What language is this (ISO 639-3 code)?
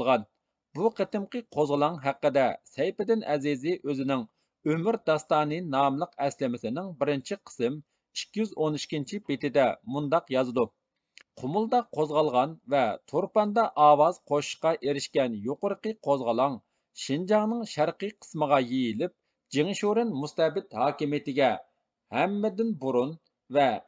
uig